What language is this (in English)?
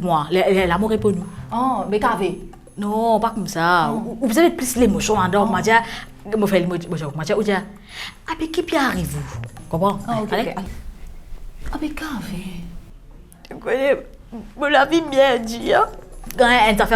Morisyen